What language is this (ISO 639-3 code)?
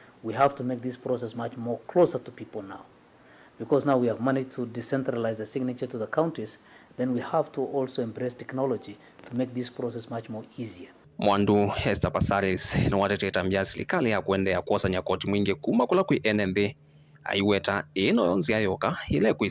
kam